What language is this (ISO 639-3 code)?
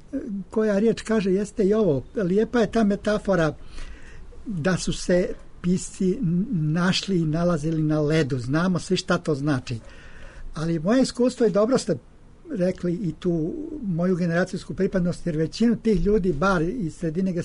srp